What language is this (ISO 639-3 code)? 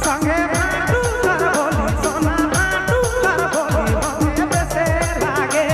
sck